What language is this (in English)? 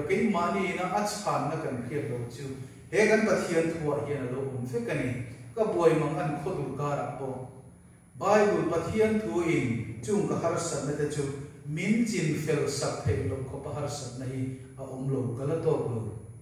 Mizo